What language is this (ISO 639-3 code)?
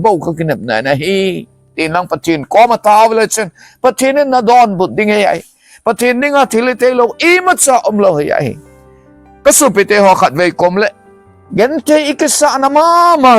tcz